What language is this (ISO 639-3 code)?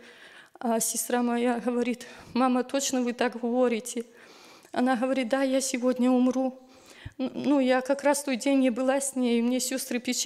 rus